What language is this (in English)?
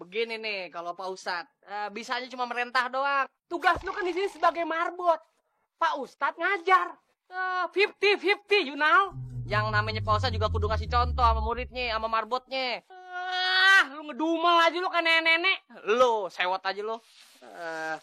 Betawi